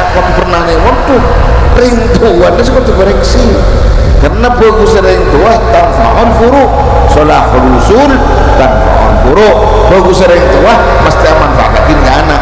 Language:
Madurese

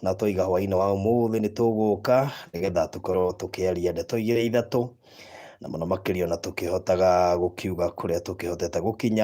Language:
Kikuyu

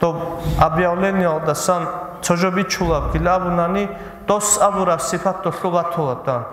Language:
Avaric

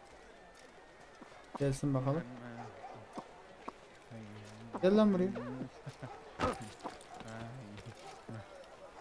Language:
Turkish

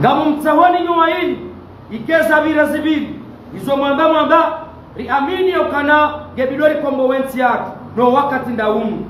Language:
Ngazidja Comorian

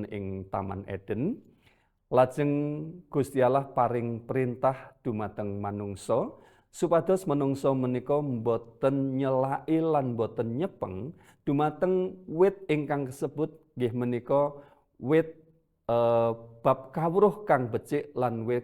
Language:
Javanese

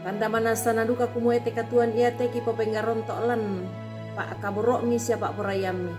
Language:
Toraja-Sa'dan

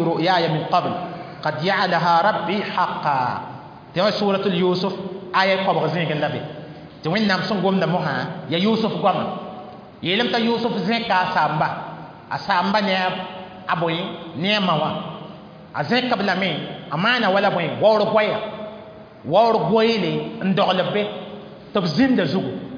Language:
Mossi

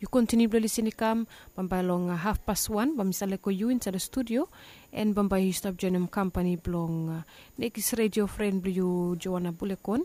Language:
Bislama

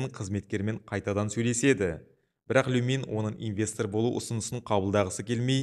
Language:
Kazakh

